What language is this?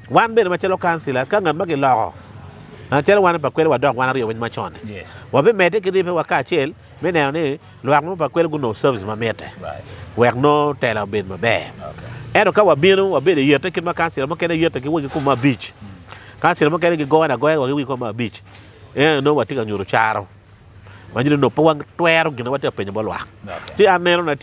Acoli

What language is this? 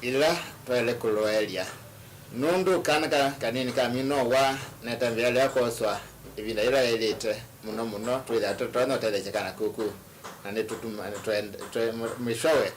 Kamba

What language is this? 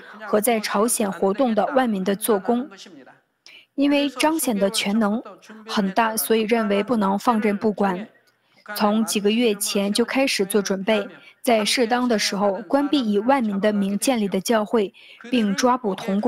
Chinese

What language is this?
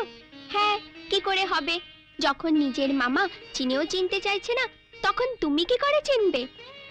Bangla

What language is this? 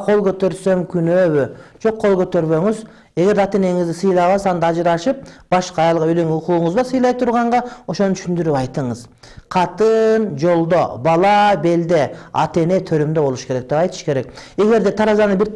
Kyrgyz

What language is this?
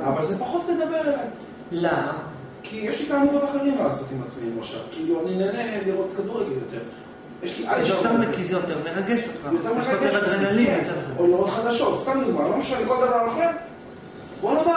Hebrew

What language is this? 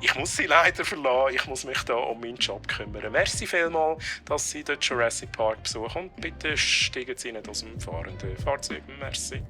Swiss German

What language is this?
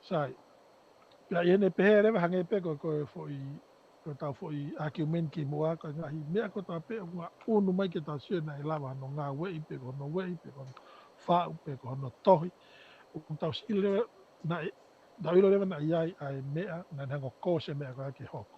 Tongan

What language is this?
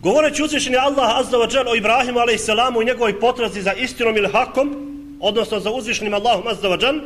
Bosnian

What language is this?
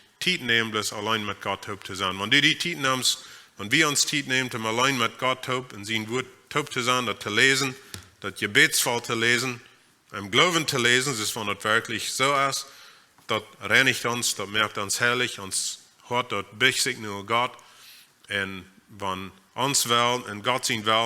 Plautdietsch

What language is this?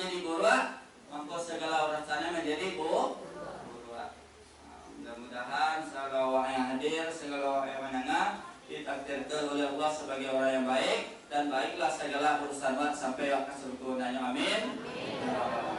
Minangkabau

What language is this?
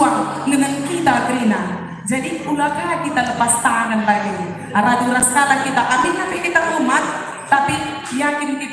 Batak Karo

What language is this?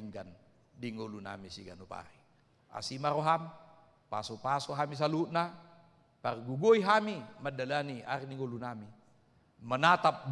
Batak Toba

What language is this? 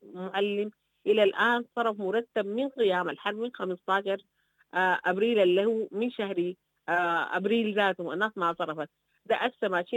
Sudanese Arabic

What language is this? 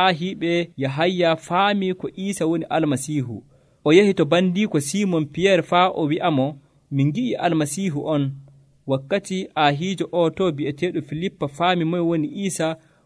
Nigerian Fulfulde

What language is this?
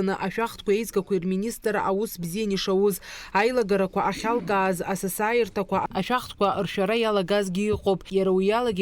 Abkhazian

